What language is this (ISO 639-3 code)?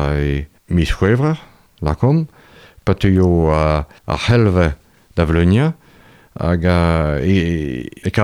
bre